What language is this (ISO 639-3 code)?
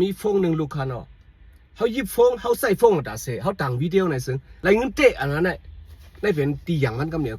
shn